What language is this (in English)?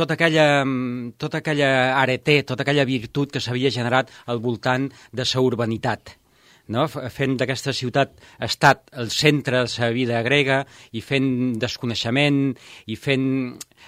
Catalan